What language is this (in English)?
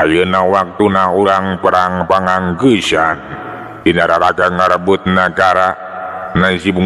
Sundanese